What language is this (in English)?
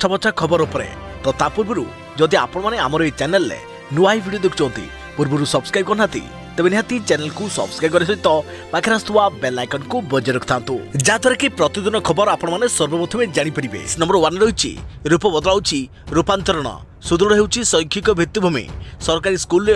Odia